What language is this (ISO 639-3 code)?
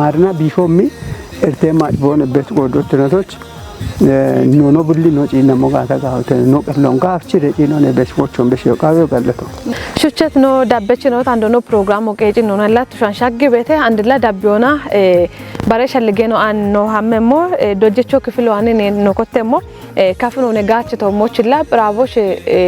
kbr